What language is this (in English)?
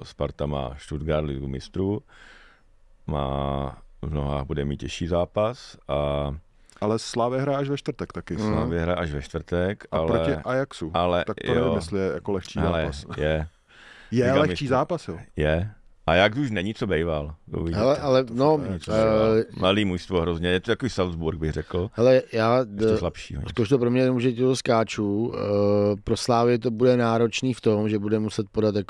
Czech